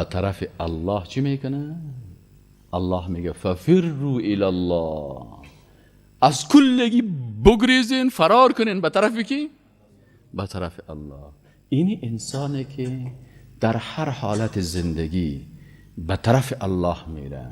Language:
Persian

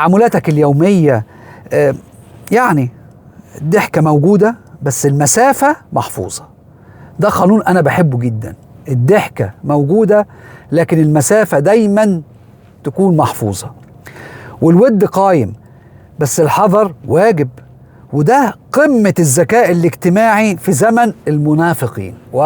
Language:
Egyptian Arabic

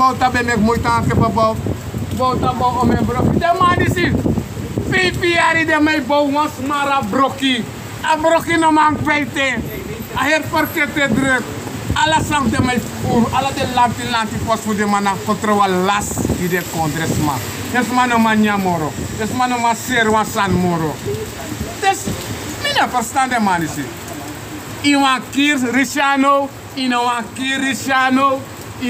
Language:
Sranan Tongo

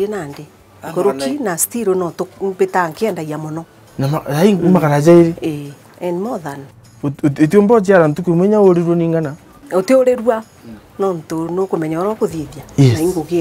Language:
Meru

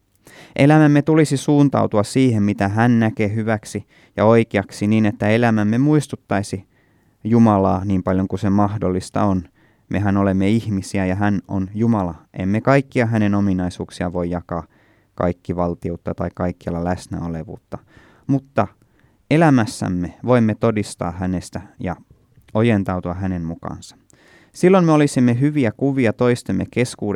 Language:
Finnish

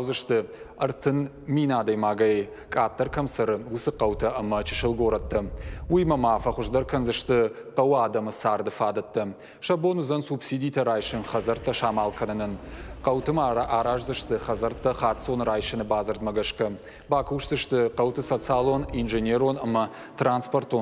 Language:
Ossetic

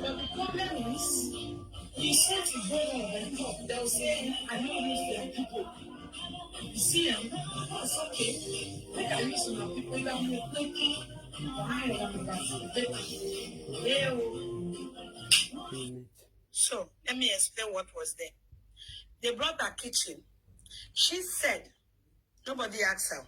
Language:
Nigerian Pidgin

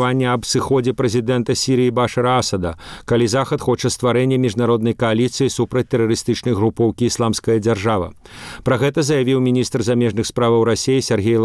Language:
Belarusian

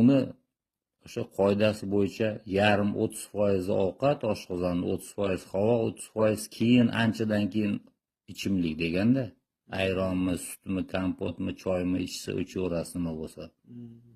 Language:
Uzbek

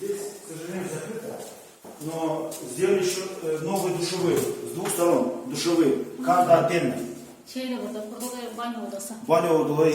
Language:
Gagauz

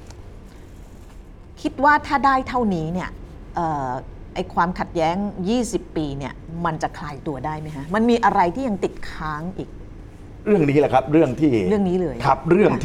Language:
Thai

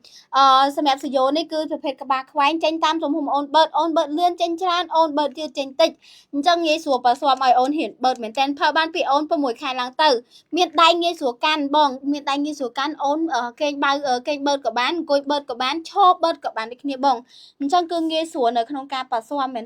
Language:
Khmer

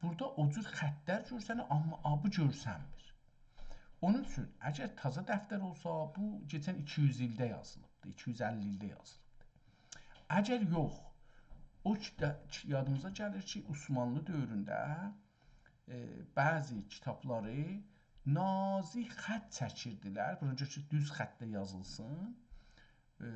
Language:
South Azerbaijani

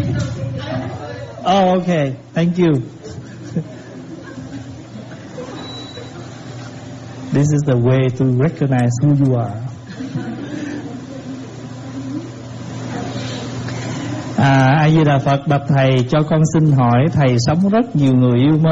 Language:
Vietnamese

